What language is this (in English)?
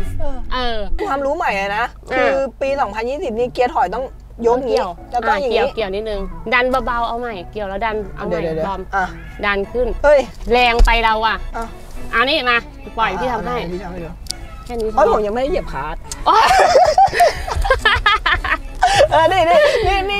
Thai